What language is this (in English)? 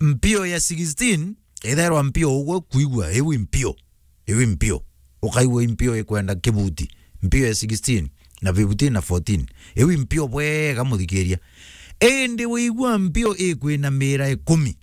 Meru